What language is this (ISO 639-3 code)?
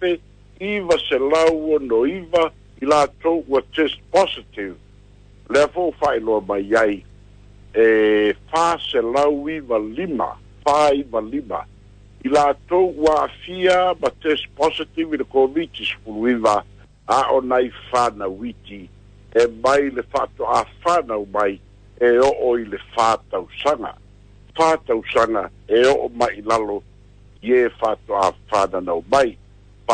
smo